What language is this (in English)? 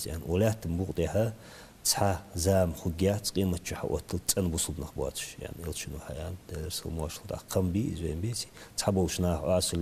Ingush